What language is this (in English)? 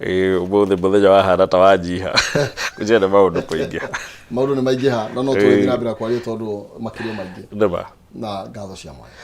Kikuyu